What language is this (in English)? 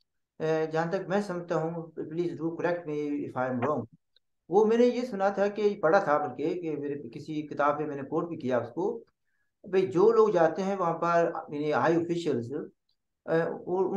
Hindi